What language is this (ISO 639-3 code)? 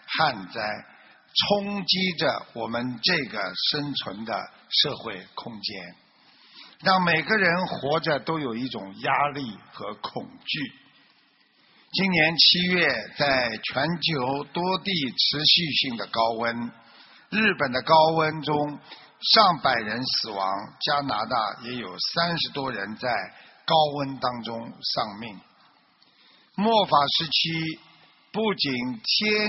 zho